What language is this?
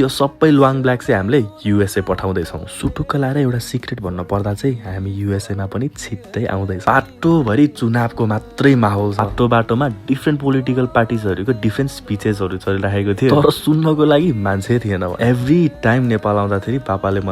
Nepali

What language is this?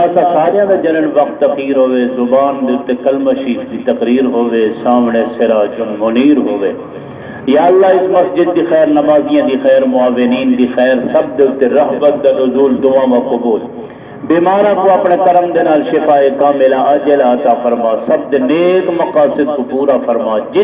Saraiki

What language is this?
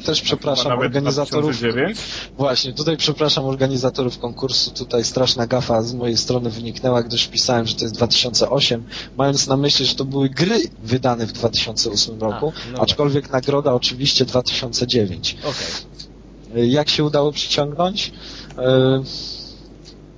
Polish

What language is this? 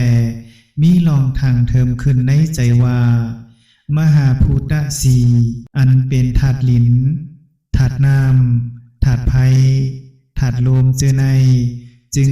Shan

